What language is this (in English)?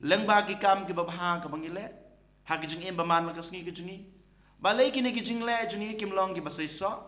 Khasi